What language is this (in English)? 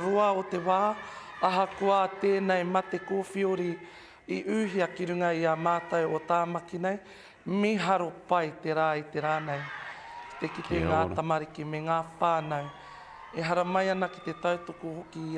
Māori